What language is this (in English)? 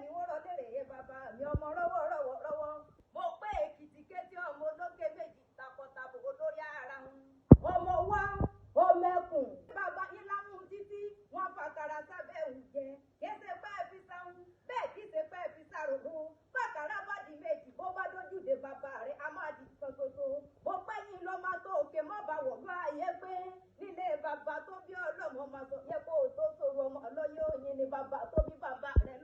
Yoruba